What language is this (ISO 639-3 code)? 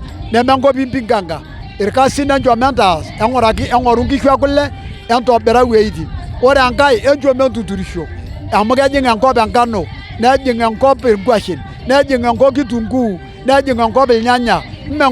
mas